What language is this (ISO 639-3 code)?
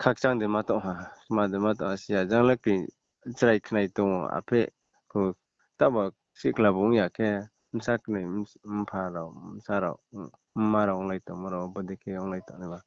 ria